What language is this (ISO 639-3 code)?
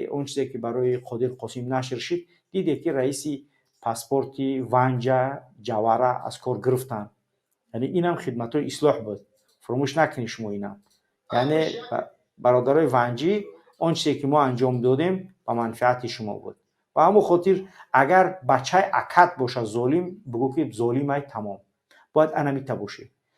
tgk